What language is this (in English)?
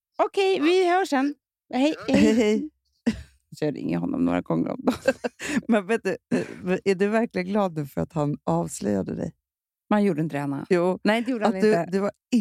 Swedish